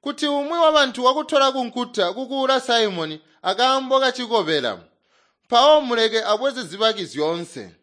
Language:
Tonga (Zambia)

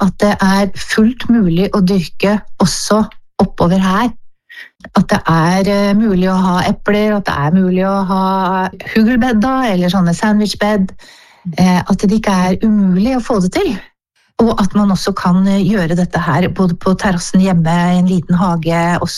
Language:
Norwegian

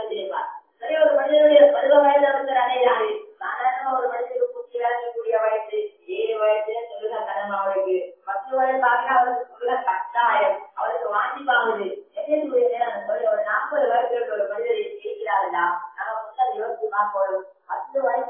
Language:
Tamil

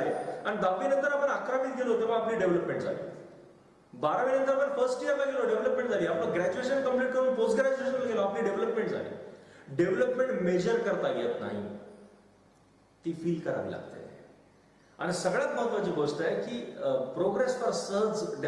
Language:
Marathi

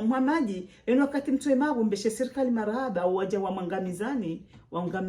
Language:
Ngazidja Comorian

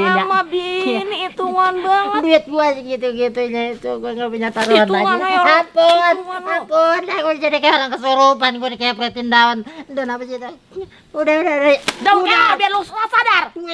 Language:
Betawi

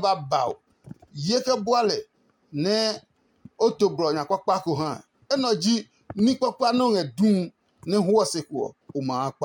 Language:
Adangme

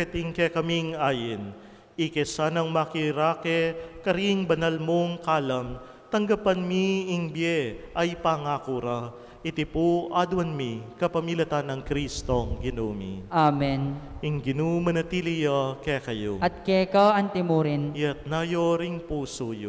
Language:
Pampanga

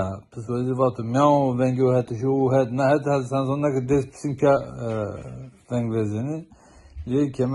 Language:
Zaza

